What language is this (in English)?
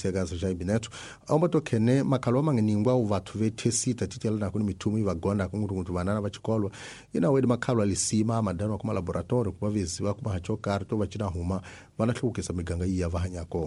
Tsonga